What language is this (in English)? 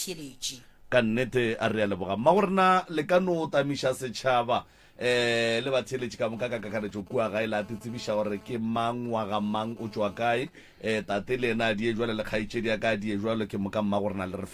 Northern Sotho